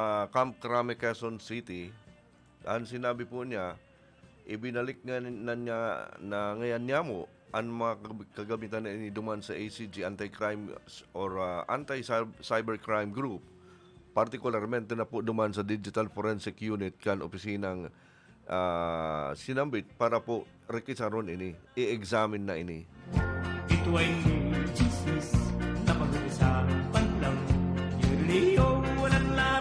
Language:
Bikol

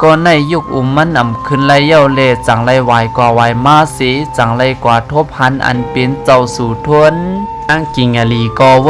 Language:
Shan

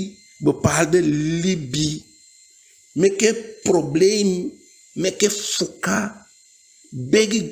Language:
Eastern Maroon Creole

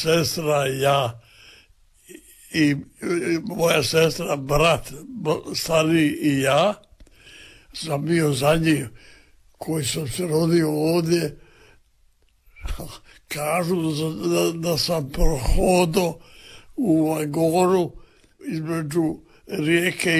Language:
Croatian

